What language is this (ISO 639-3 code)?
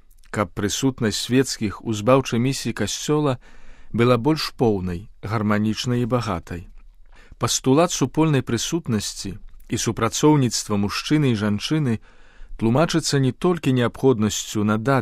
bel